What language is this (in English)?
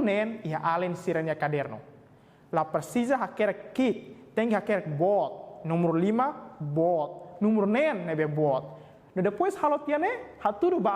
Tetum